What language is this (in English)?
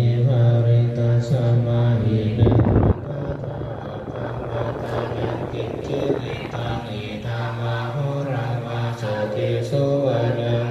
Pali